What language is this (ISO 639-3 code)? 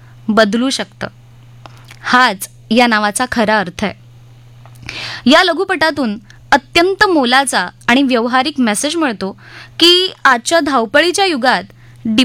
mar